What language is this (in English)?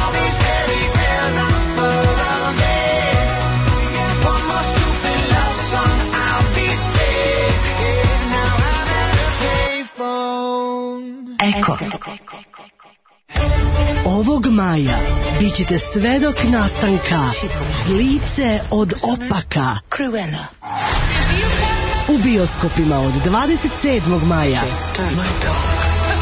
Serbian